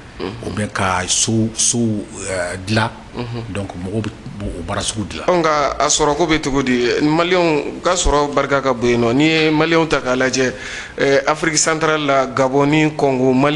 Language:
Bambara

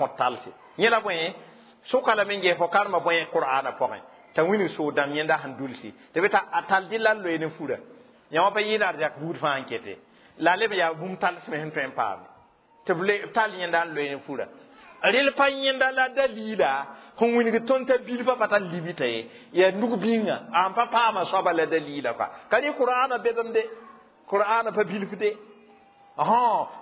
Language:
Mossi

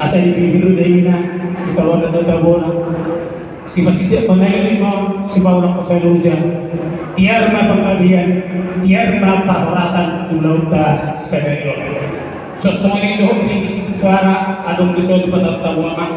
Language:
Batak Toba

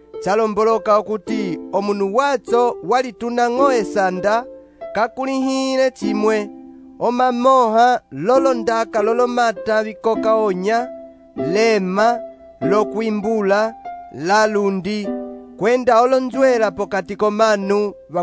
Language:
Umbundu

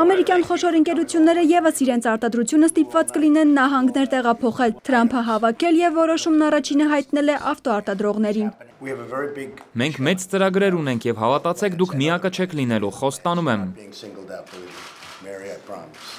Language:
Armenian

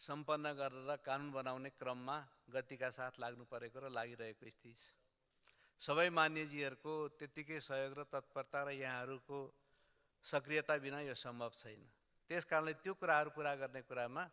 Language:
Nepali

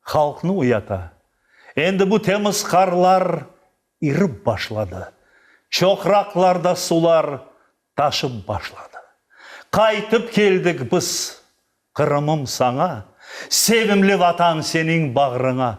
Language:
Crimean Tatar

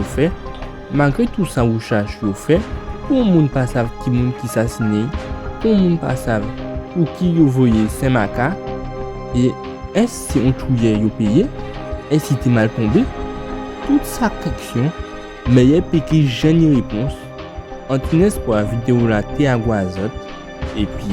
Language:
Guadeloupean Creole French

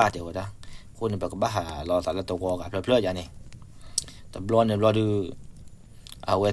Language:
S'gaw Karen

